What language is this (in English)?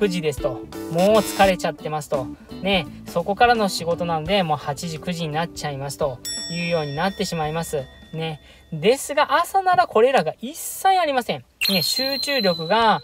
Japanese